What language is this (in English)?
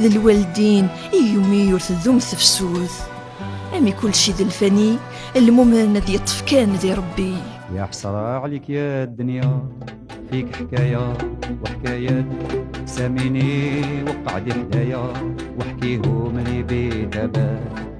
Kabyle